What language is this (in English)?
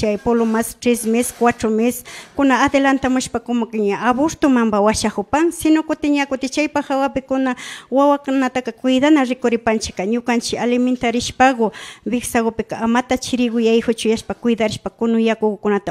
Imbabura Highland Quichua